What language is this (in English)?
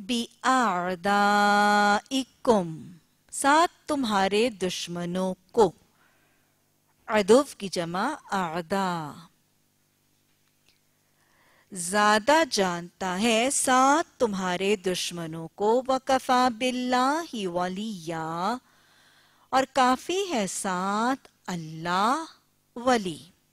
Urdu